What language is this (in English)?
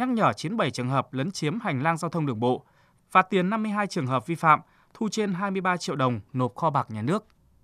Vietnamese